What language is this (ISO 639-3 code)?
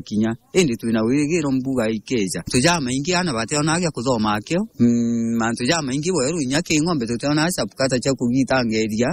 mer